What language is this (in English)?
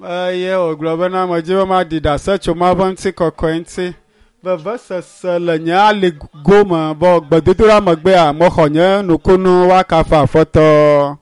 Ewe